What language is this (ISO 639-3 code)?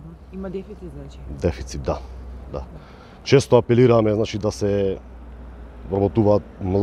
mkd